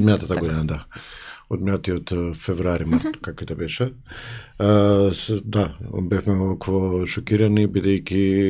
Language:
Macedonian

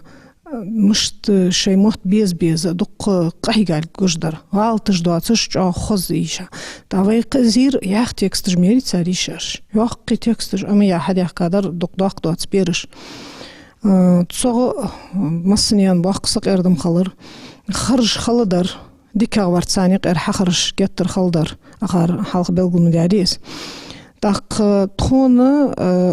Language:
Ingush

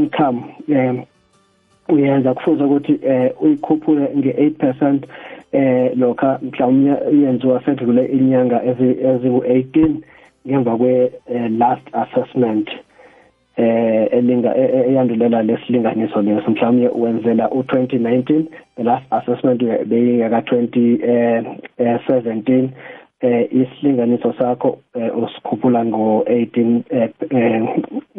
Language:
South Ndebele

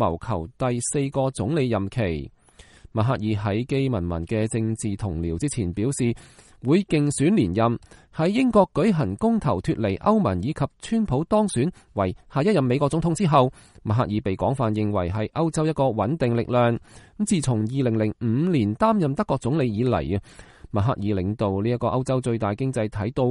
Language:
Cantonese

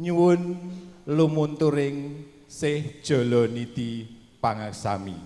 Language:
Javanese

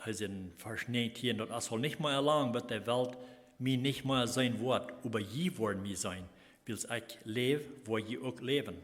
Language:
Plautdietsch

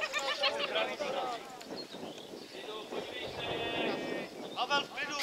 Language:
Czech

